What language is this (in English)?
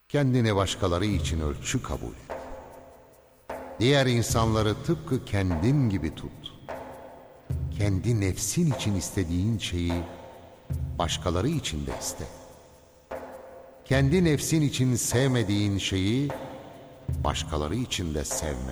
Turkish